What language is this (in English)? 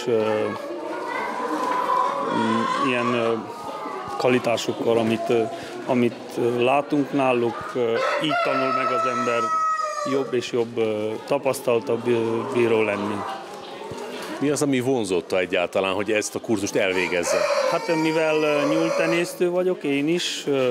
Hungarian